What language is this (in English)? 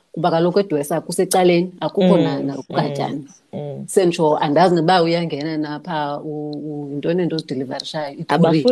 Xhosa